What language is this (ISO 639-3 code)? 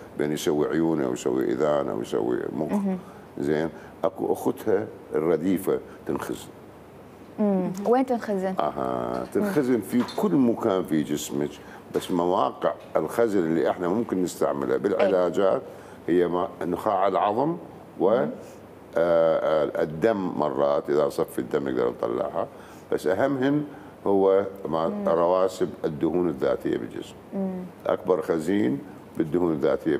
acm